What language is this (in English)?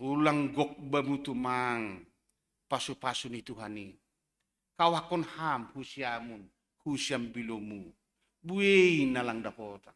Batak Simalungun